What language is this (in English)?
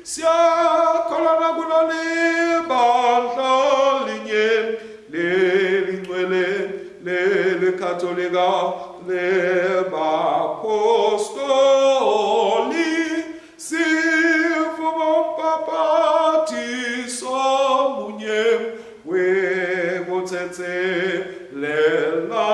Swati